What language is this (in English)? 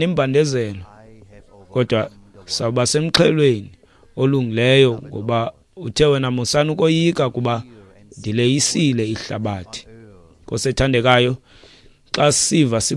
Xhosa